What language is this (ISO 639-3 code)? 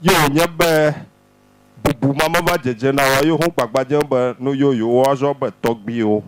ewe